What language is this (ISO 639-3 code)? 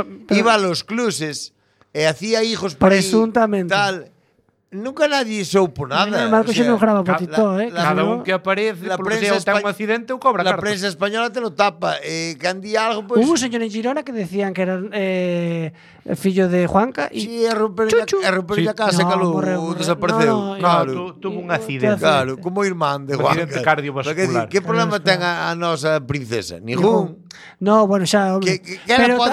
glg